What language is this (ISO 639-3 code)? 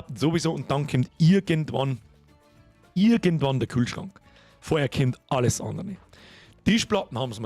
bar